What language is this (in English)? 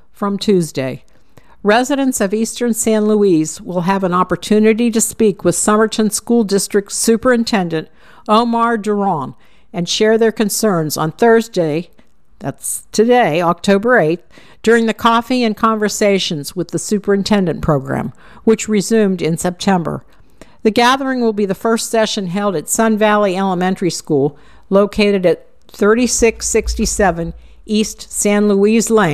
English